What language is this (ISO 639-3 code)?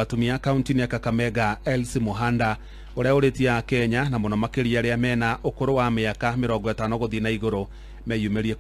kik